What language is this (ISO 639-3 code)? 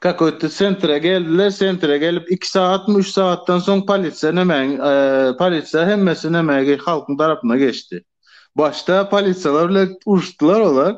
tuk